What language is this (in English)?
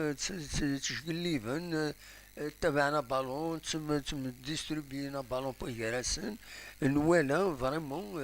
Kabyle